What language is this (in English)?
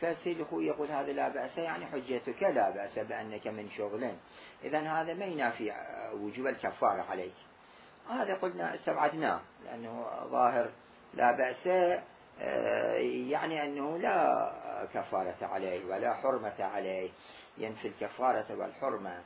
Mesopotamian Arabic